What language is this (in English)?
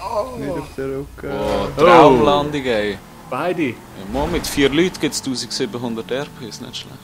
Swiss German